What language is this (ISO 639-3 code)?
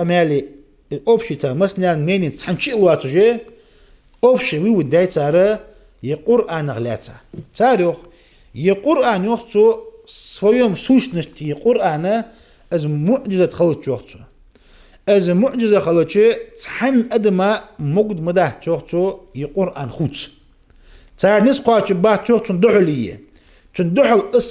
inh